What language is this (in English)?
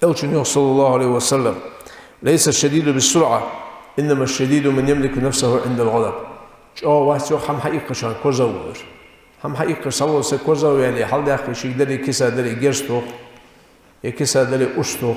Ingush